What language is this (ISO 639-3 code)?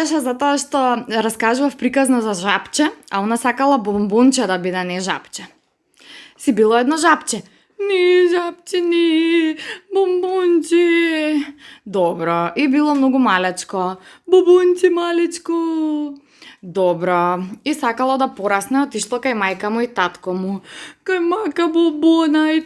mkd